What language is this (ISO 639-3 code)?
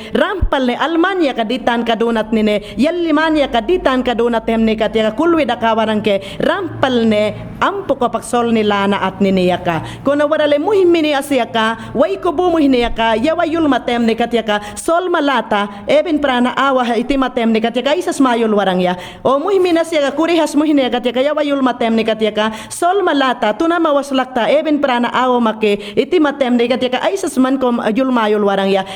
yan